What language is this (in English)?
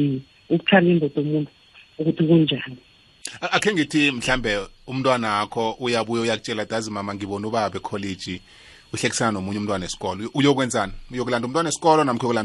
South Ndebele